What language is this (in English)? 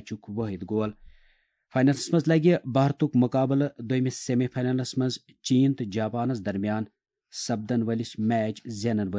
Kashmiri